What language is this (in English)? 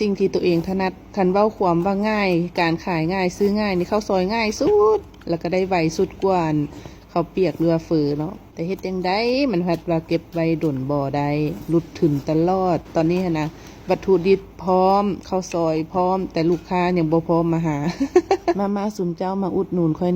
Lao